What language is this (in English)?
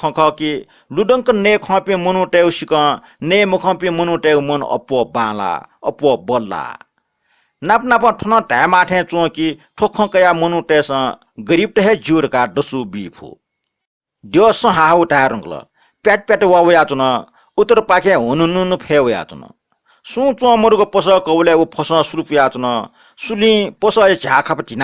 Newari